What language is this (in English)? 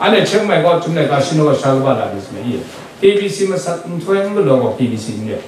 Kachin